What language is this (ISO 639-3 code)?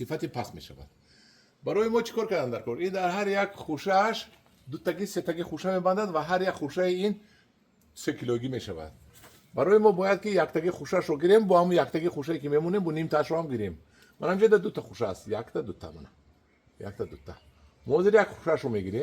tgk